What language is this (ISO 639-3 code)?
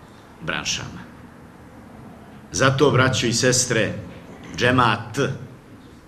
bos